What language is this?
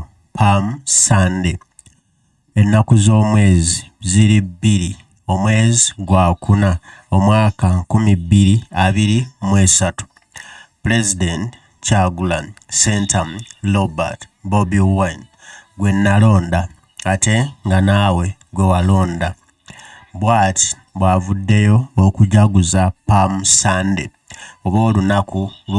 Ganda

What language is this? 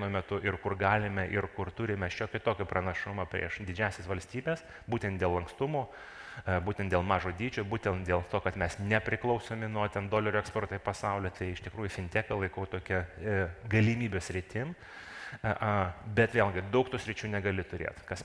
Lithuanian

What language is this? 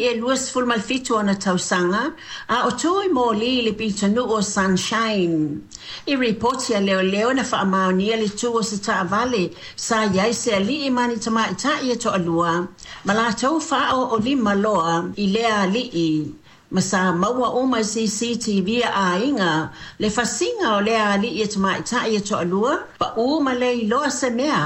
Samoan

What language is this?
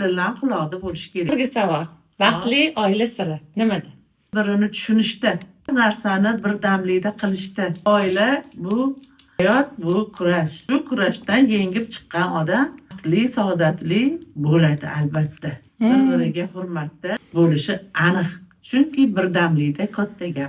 Uzbek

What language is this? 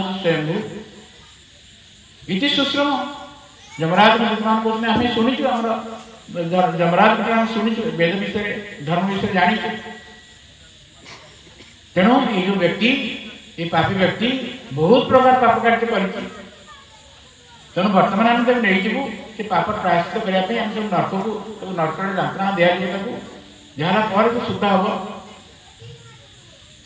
Odia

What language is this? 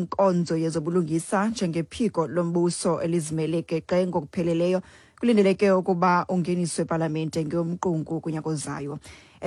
Xhosa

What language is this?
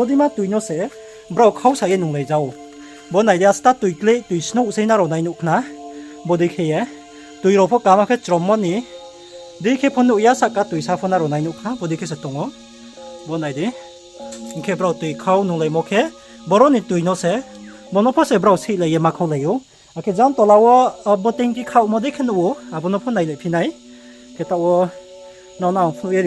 Riang (India)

